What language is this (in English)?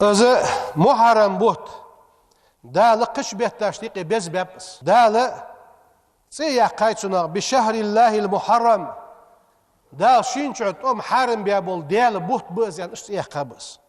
Ingush